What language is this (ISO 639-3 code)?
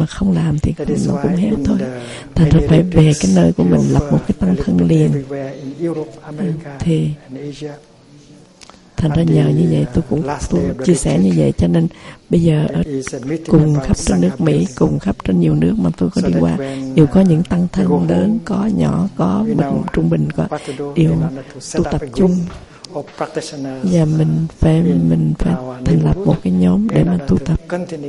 vie